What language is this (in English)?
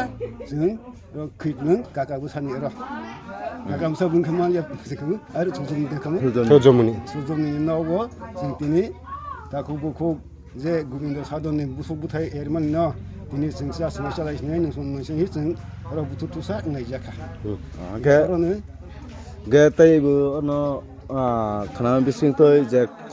Kok Borok